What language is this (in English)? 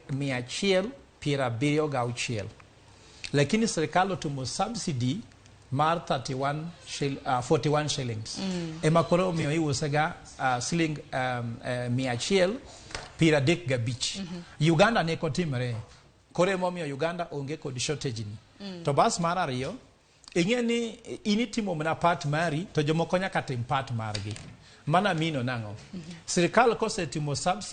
Luo (Kenya and Tanzania)